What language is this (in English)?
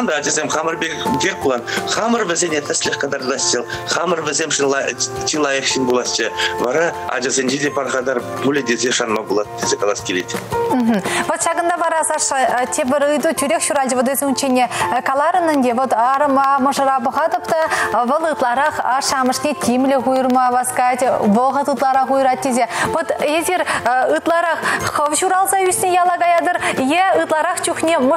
Chuvash